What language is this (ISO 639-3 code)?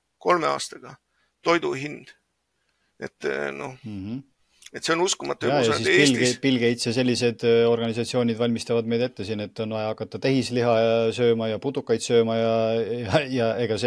est